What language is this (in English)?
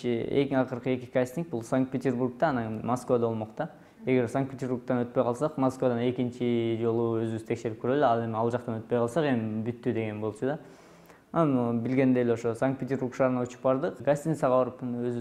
Kyrgyz